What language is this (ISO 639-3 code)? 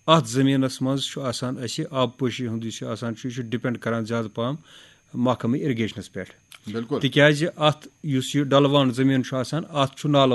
kas